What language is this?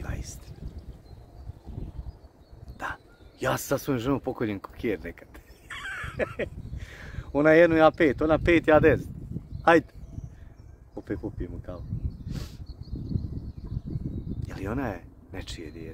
Croatian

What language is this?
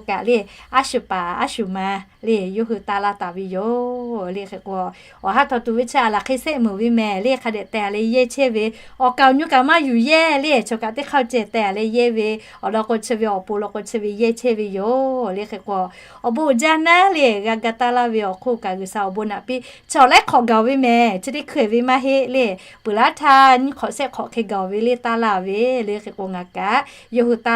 Lahu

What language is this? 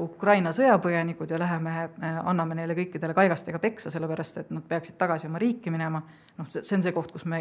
Estonian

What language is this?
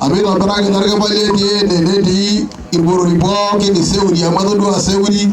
Masai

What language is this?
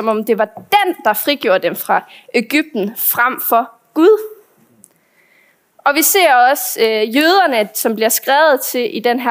Danish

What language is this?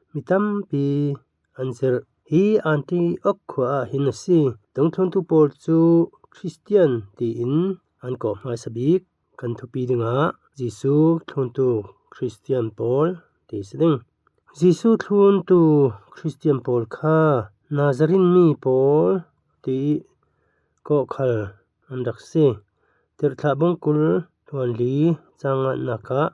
Falam Chin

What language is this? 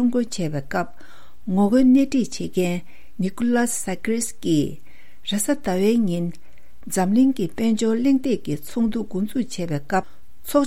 Tibetan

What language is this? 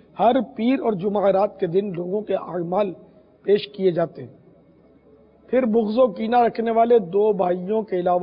Urdu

